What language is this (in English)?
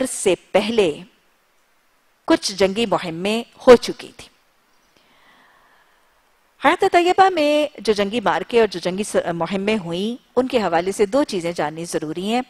Urdu